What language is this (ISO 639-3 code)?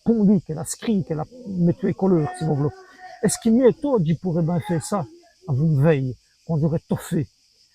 wln